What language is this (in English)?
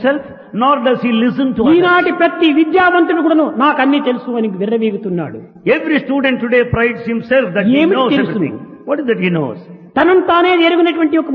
Telugu